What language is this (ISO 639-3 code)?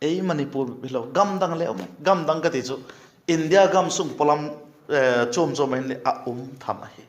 vap